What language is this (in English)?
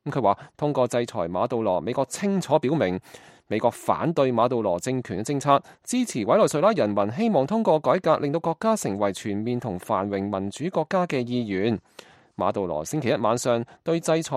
Cantonese